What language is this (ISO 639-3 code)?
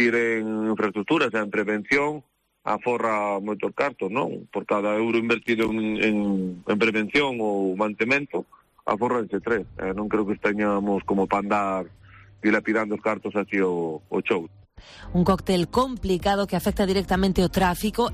glg